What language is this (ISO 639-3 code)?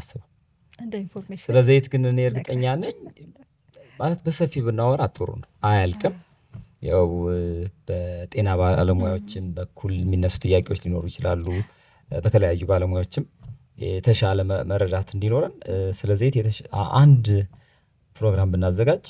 amh